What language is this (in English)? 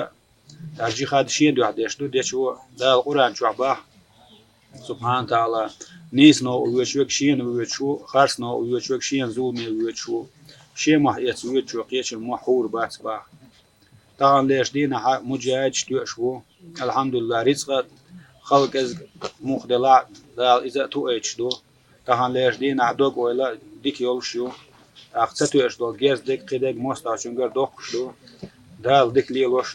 Chechen